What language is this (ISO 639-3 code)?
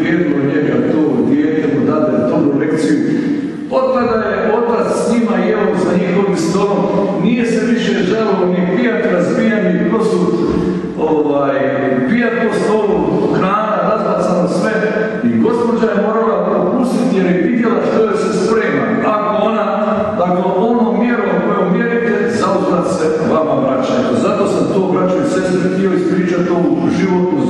hrv